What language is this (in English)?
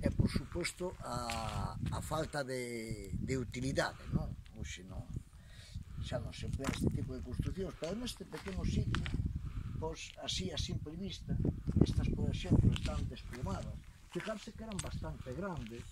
Galician